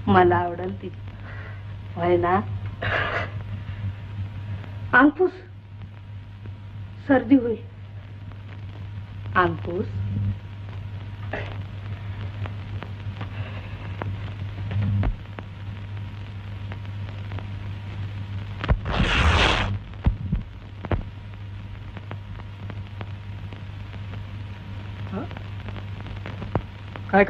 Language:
Marathi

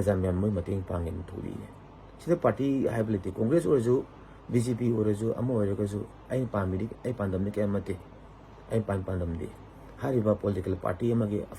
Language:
Manipuri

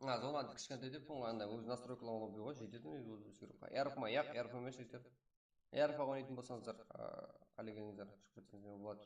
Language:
Kara-Kalpak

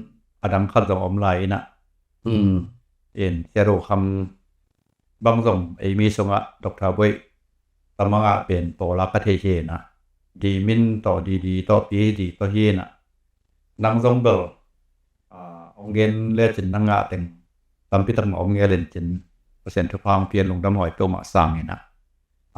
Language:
Tedim Chin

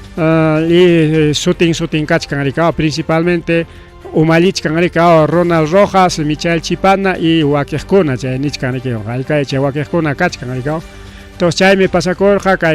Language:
Ayacucho Quechua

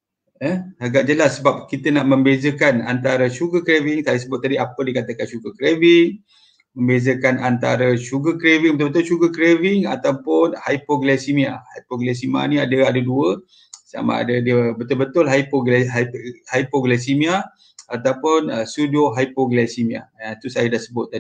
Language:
Malay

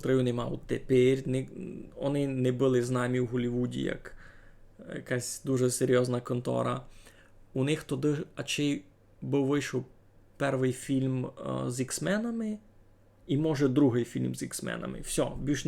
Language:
Rusyn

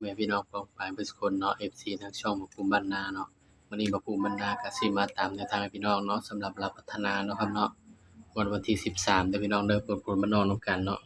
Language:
Northeastern Thai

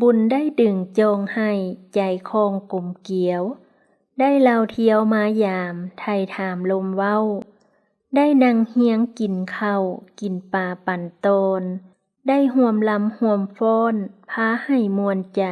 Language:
Lao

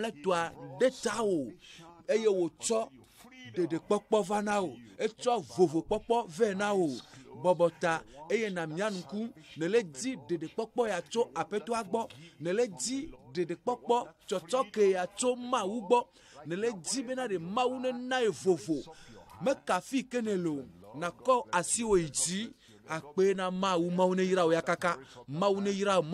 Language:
Ewe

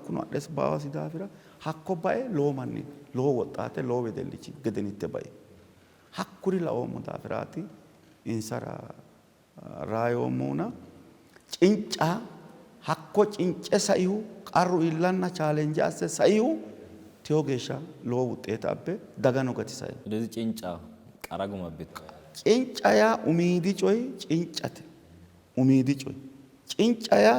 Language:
Sidamo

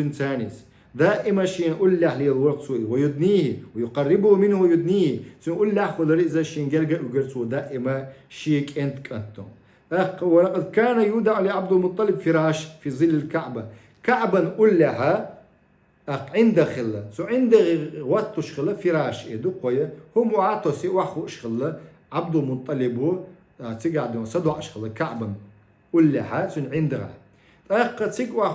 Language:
Chechen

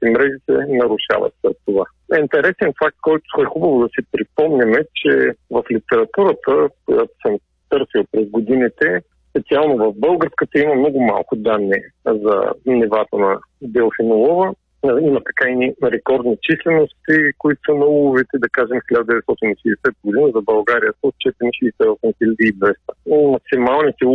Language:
Bulgarian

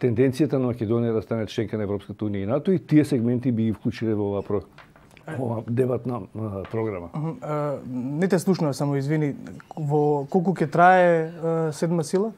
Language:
Macedonian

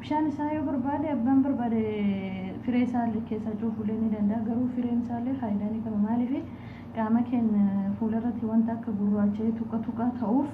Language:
Oromo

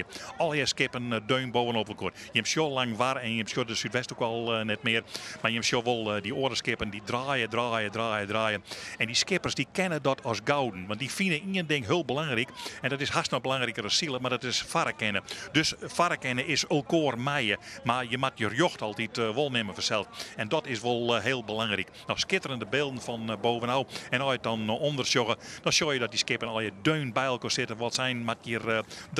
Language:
Western Frisian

